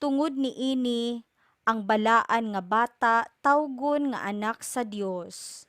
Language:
Cebuano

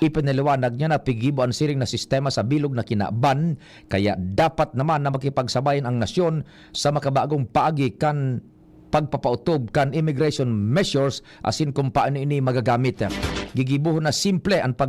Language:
Bikol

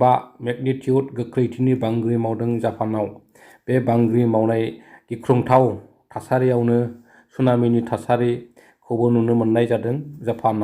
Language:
Bodo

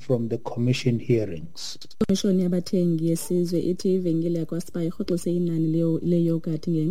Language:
Xhosa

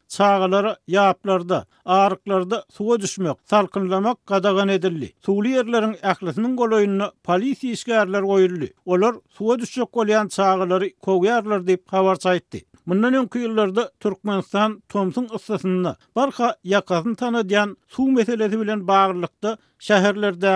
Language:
Turkmen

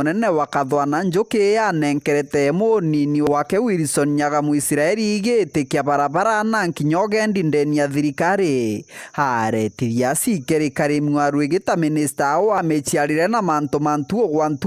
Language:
Meru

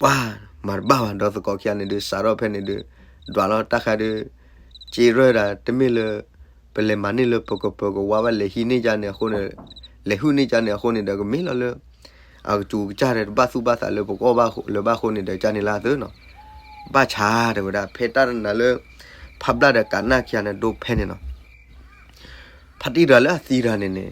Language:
S'gaw Karen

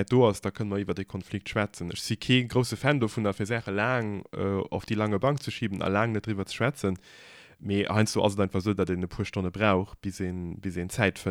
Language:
Luxembourgish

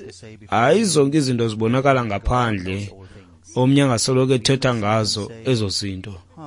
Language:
Xhosa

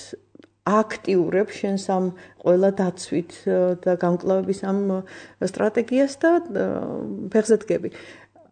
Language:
Georgian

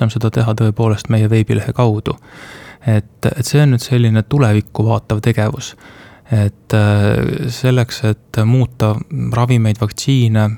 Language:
Estonian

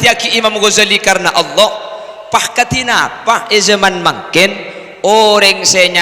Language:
Madurese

